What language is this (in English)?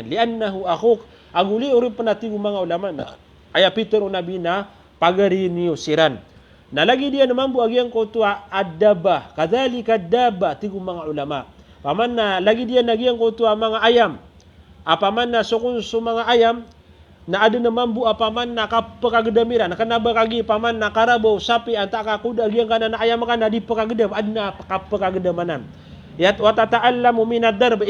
Maranao